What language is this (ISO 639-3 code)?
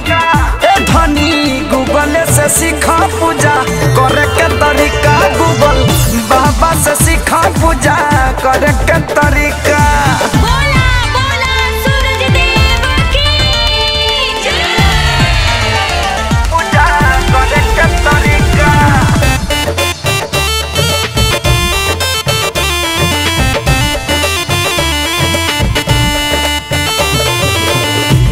bho